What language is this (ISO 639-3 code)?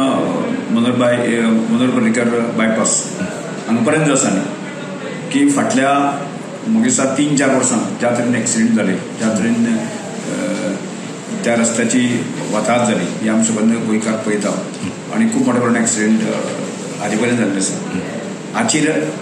kok